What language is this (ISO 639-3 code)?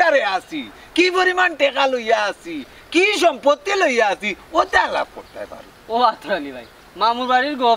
syl